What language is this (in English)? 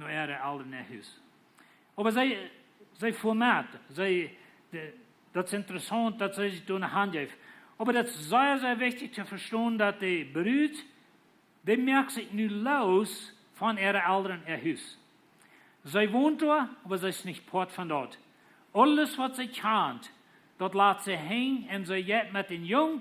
Plautdietsch